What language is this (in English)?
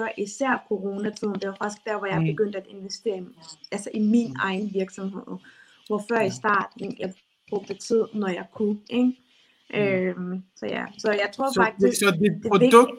Danish